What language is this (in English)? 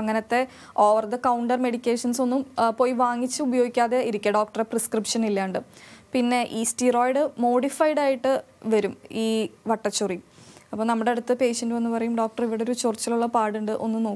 Malayalam